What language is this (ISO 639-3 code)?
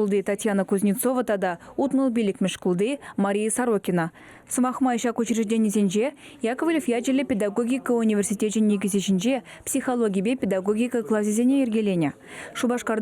chv